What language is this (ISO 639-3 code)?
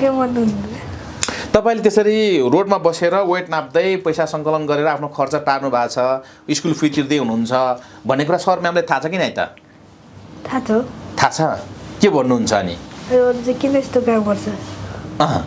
nep